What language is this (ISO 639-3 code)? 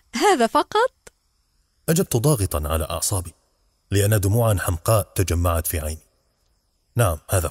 ara